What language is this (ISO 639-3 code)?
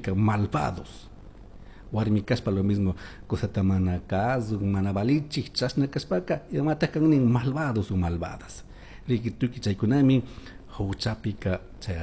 qug